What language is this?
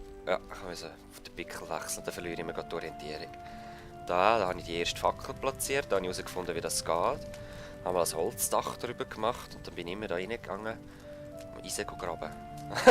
Swiss German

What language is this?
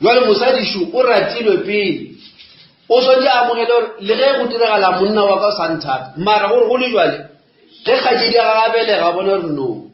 Northern Sotho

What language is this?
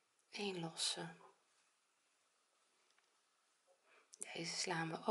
Dutch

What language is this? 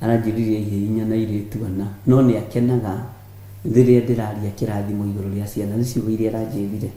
Kikuyu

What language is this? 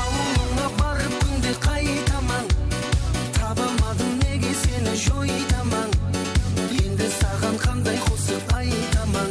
Kara-Kalpak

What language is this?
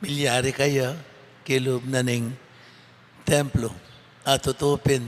Pampanga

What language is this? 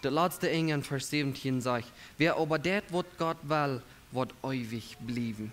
Plautdietsch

